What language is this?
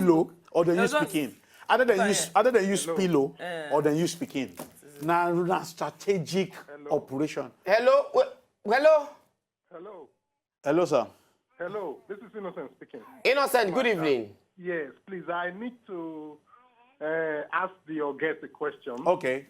Nigerian Pidgin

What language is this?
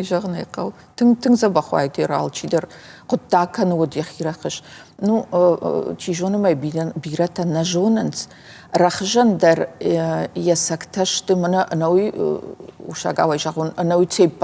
Ossetic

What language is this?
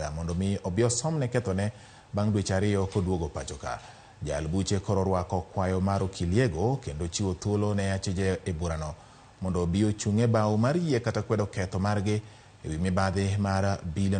Luo (Kenya and Tanzania)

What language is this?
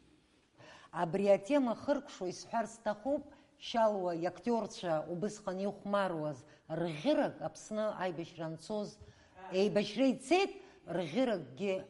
Abkhazian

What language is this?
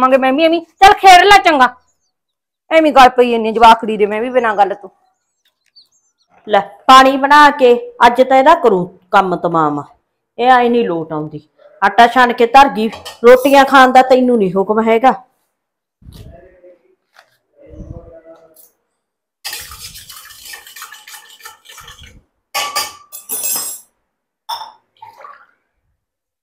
Punjabi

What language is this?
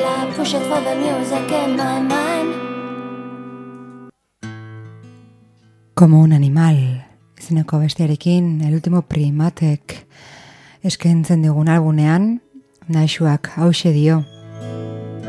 Basque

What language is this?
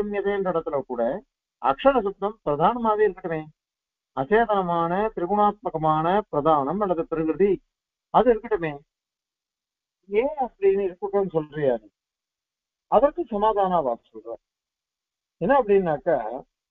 Tamil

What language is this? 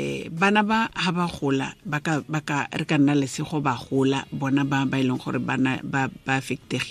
Tswana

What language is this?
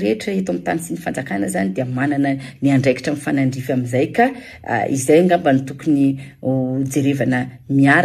Malagasy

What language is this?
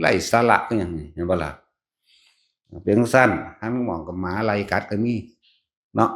Northeastern Thai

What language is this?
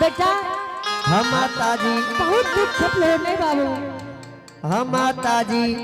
Angika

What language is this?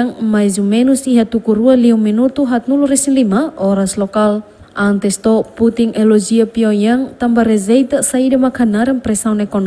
Tetum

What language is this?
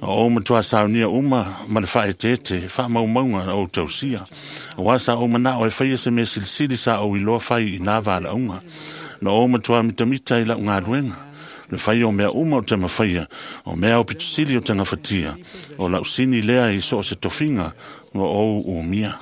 Samoan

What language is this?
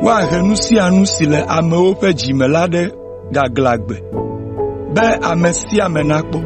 Ewe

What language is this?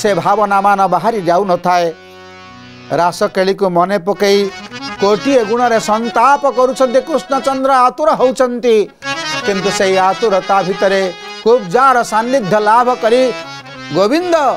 Odia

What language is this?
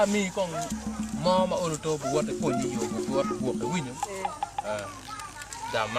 Acoli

